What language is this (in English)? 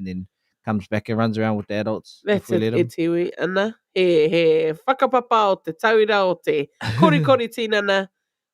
Māori